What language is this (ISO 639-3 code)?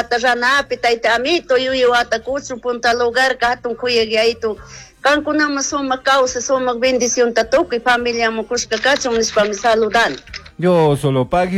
qug